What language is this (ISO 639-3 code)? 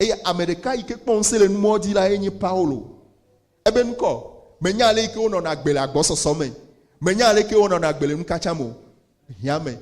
ewe